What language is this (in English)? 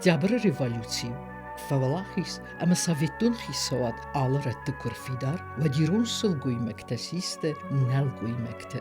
Ossetic